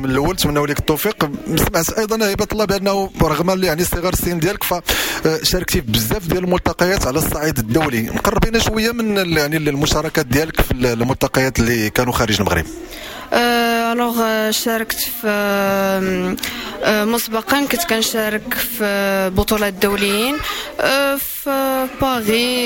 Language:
Moroccan Arabic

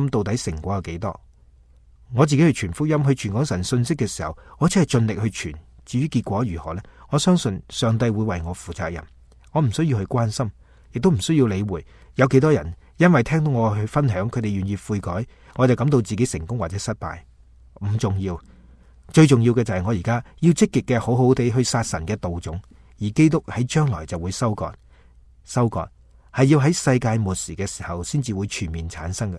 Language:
Cantonese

